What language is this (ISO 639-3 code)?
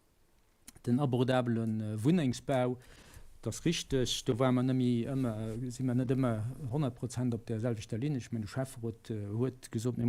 ltz